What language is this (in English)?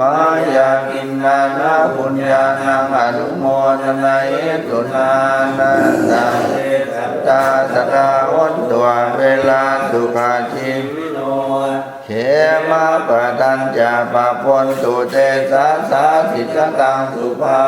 Pali